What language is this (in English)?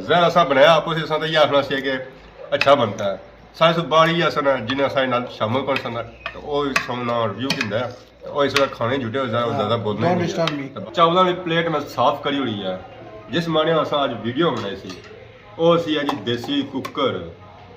Pahari-Potwari